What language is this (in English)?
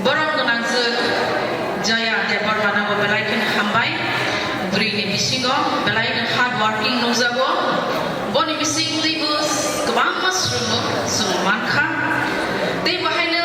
Kok Borok